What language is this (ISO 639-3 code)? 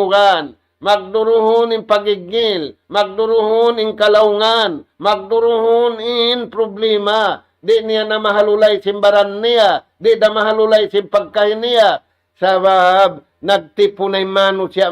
tsg